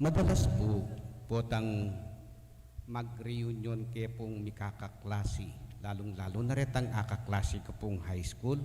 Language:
Pampanga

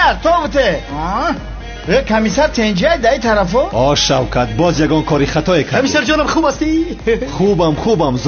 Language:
Tajik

